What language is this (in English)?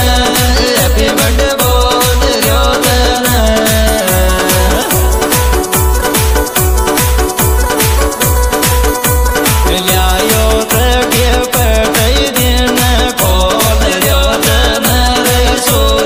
Hindi